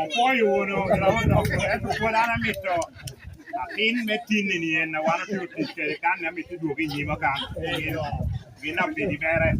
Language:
Lango (Uganda)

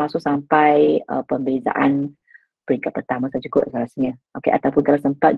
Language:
Malay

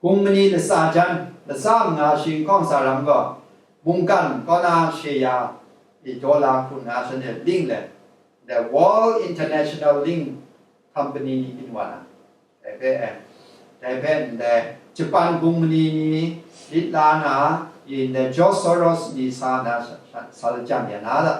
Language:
Kachin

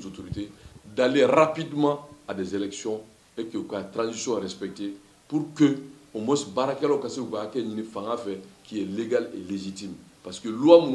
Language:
Bambara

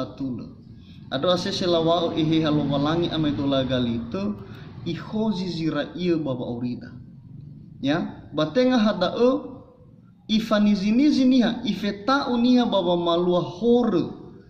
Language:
Nias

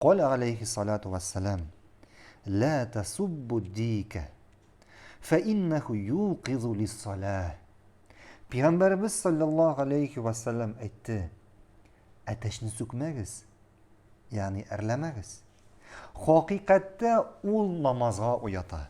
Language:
Tatar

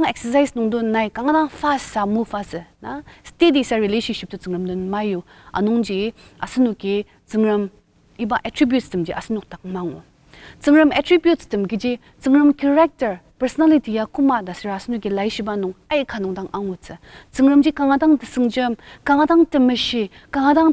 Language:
Ao Naga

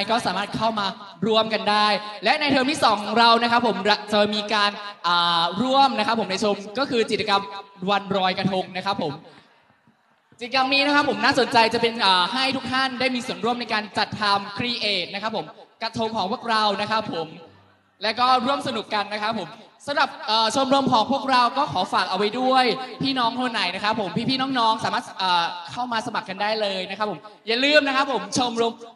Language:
Thai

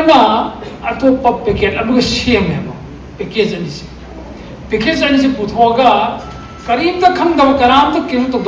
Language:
Manipuri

